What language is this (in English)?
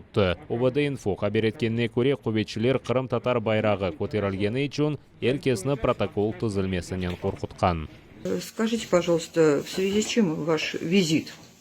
Crimean Tatar